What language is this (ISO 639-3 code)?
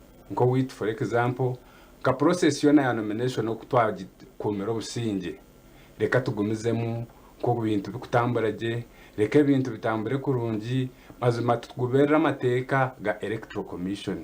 nyn